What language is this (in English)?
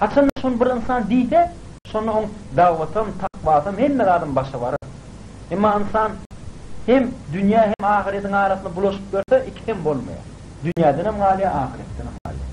Turkmen